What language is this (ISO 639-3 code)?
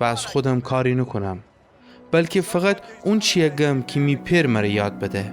glk